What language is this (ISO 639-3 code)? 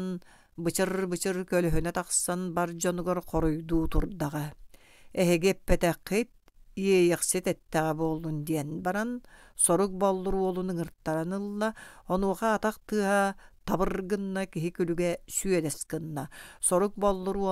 sah